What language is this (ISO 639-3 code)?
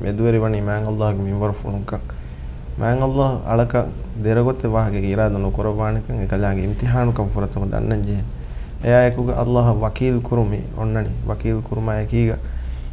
div